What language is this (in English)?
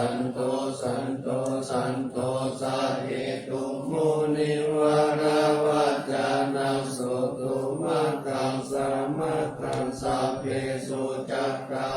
Pali